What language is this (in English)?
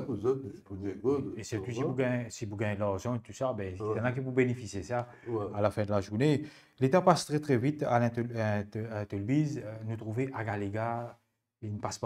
Morisyen